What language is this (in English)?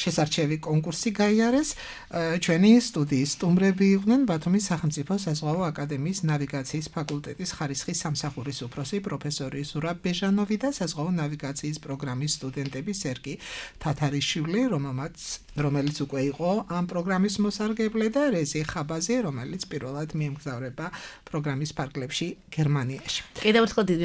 Georgian